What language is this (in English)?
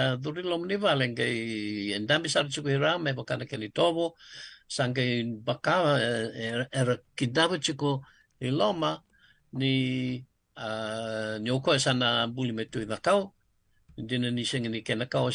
Fijian